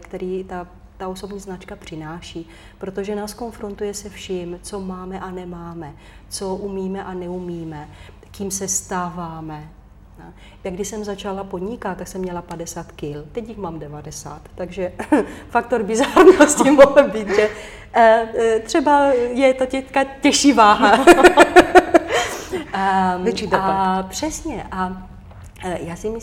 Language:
Czech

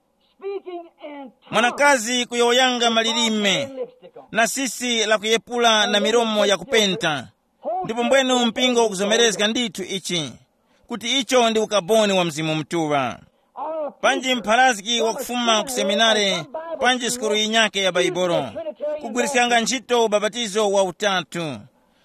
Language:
Tumbuka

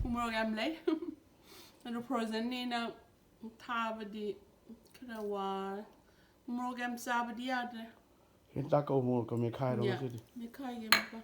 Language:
Manipuri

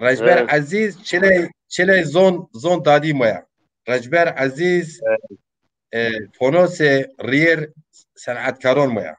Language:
Zaza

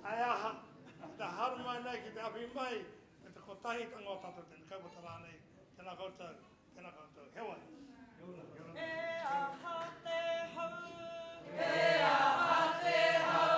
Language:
Māori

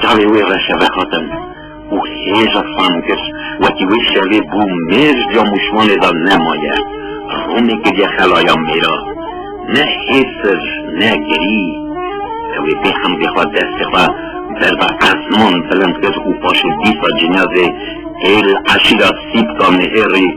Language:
Kurdish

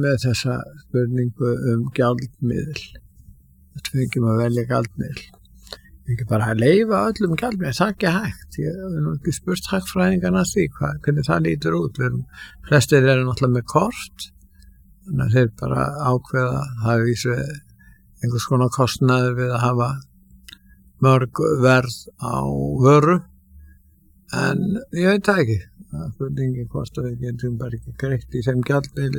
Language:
Icelandic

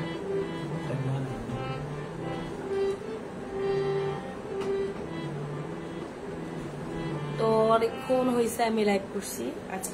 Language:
Bangla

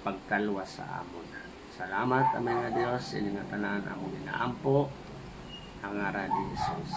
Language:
Waray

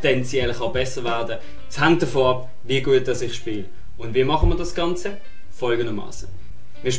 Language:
Swiss German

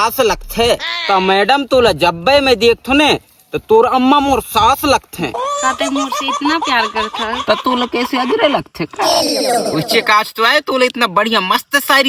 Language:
Chhattisgarhi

